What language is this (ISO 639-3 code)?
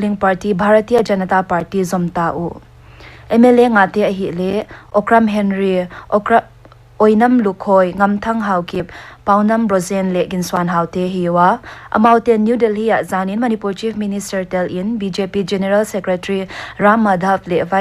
pck